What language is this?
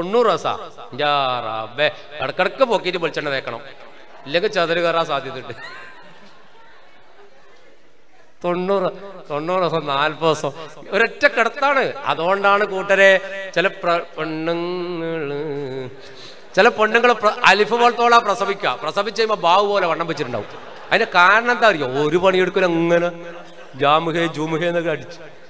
Malayalam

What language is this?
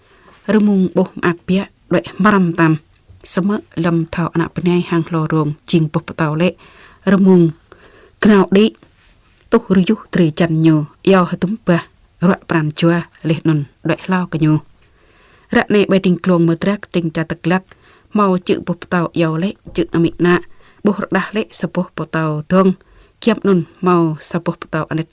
Jarai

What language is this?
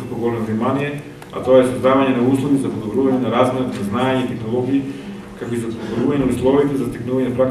Macedonian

